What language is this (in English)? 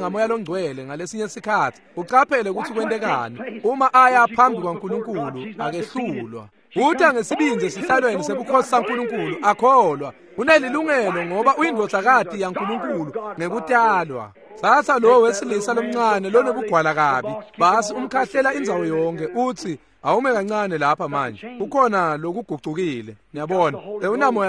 Swati